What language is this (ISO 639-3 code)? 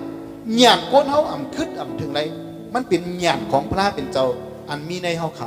shn